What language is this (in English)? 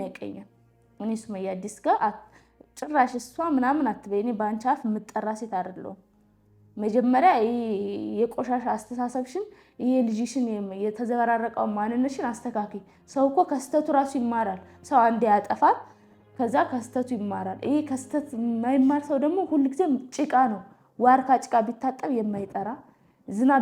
Amharic